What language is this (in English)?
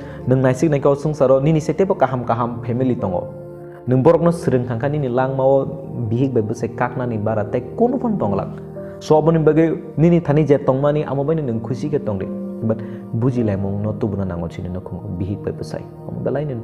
Kok Borok